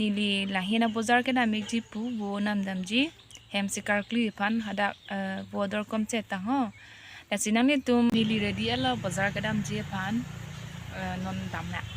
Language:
Karbi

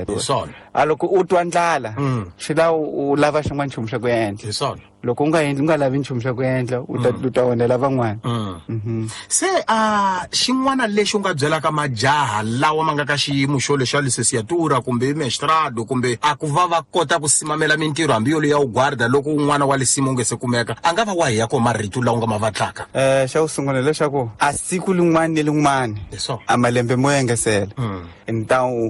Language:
Tsonga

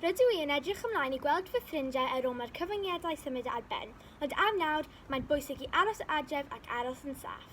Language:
Welsh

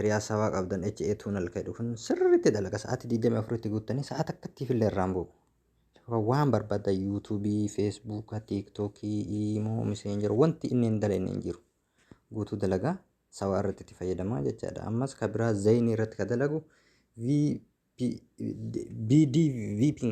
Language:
Oromo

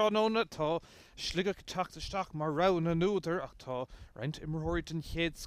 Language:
Irish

